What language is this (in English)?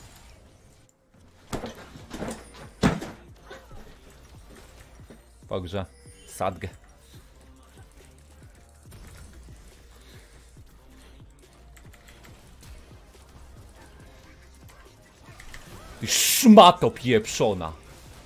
Polish